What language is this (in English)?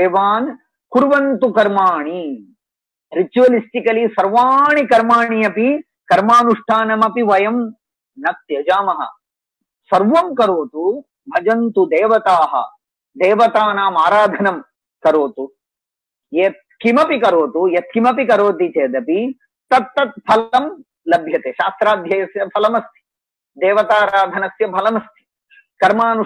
Sanskrit